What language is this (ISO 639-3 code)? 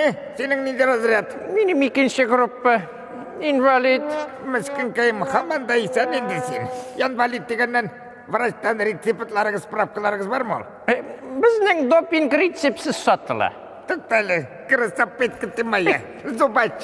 tat